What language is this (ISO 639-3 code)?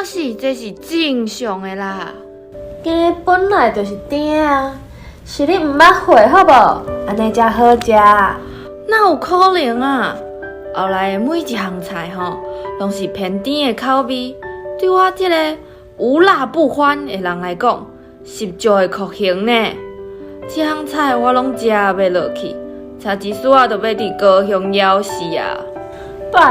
nan